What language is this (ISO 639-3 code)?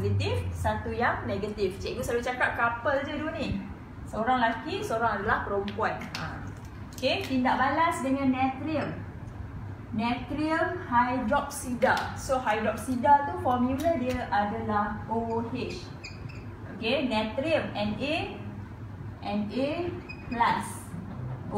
msa